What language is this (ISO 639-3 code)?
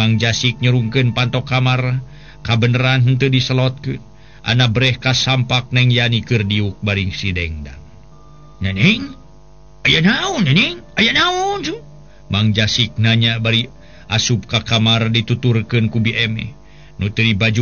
sun